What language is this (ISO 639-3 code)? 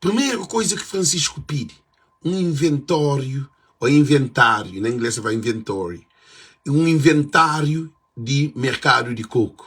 kea